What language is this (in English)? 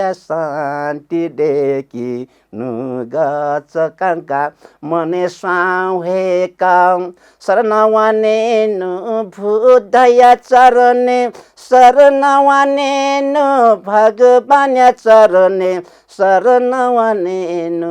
Newari